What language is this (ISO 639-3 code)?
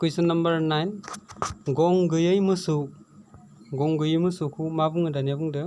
brx